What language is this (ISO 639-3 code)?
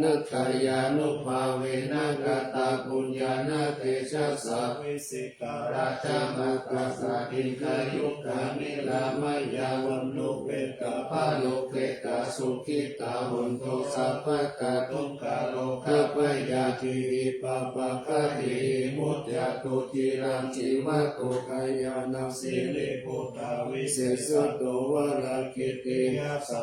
pli